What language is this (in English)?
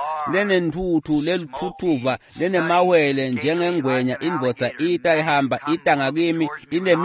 Swati